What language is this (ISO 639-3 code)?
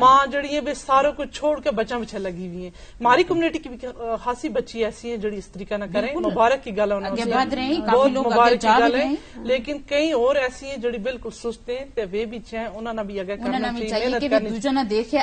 gju